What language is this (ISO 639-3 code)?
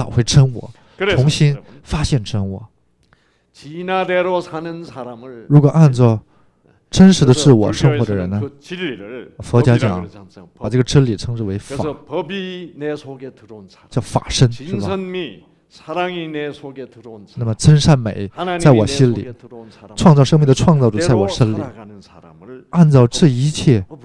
kor